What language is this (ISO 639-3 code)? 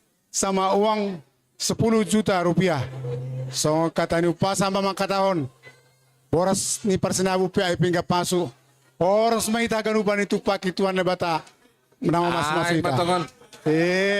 bts